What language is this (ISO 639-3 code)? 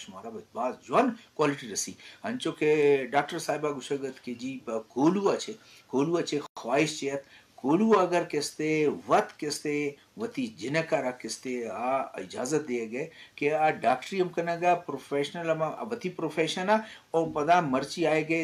bgp